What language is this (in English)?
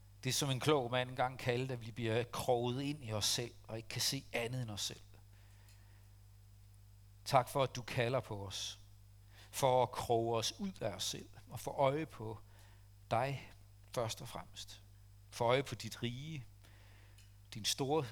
Danish